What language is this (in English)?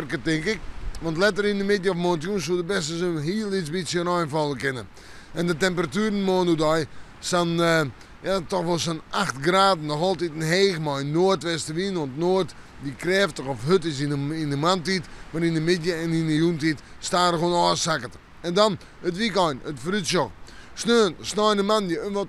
Western Frisian